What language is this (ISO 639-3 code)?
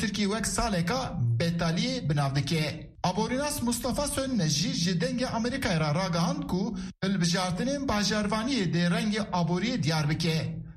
kur